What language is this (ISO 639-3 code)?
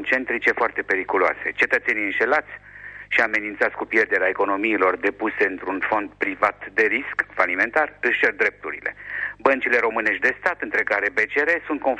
ron